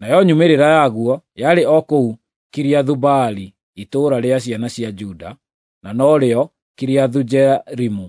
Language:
Kikuyu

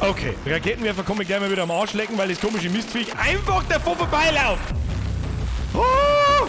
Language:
Bavarian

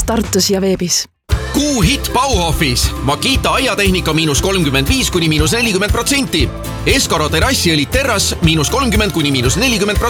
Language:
Estonian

